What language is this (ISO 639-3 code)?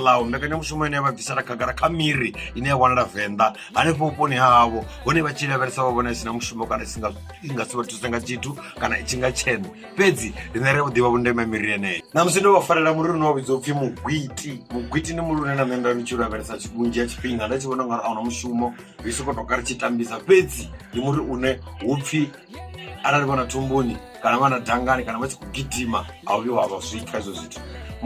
ven